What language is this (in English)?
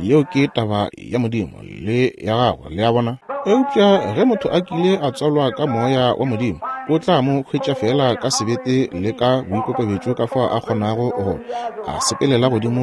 Northern Sotho